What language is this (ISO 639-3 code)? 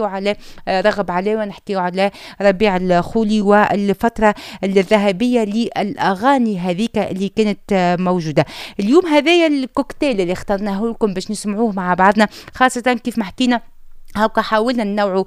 aeb